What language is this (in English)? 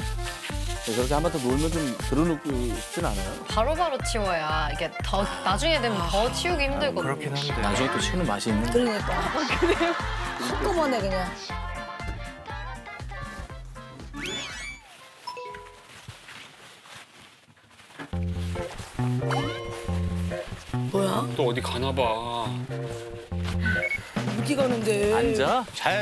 Korean